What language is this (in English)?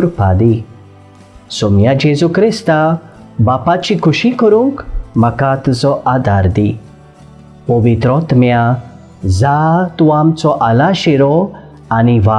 Konkani